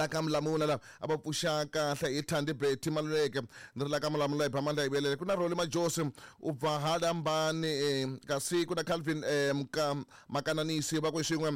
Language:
Tsonga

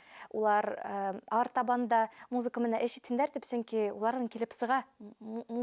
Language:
Bashkir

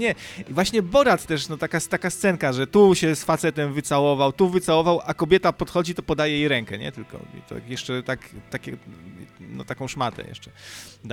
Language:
Polish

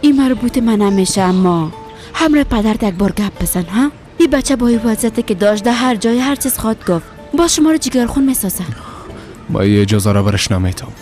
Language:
Persian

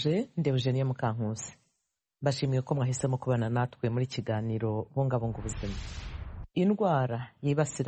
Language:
Kinyarwanda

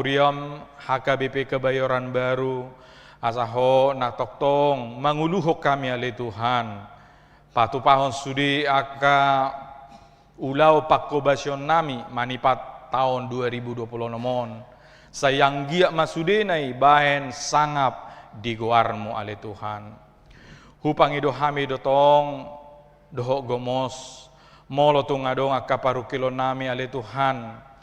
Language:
Batak Toba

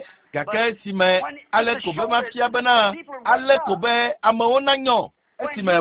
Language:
Ewe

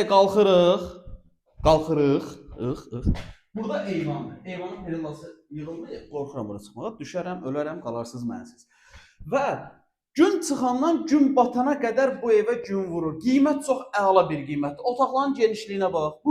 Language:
Azerbaijani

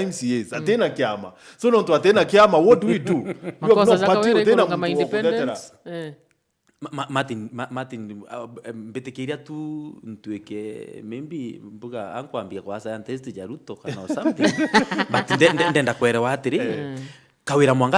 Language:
Meru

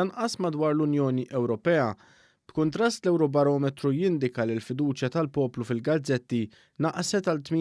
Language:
Maltese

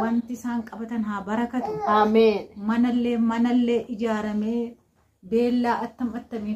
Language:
Oromo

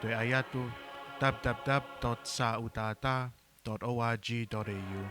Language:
Tongan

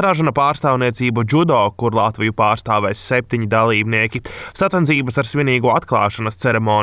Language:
Latvian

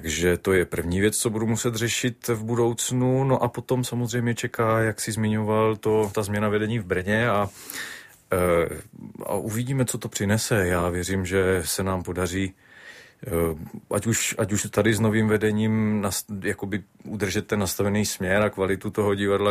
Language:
Czech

